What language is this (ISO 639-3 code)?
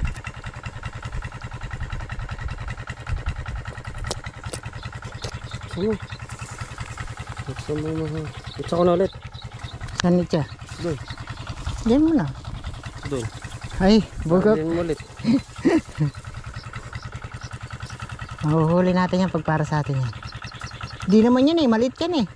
fil